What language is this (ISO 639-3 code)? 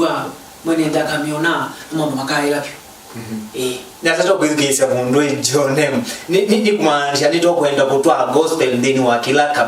kam